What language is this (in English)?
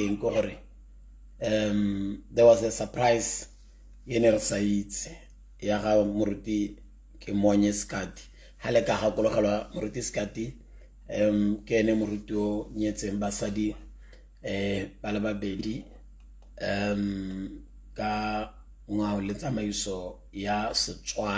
Tswana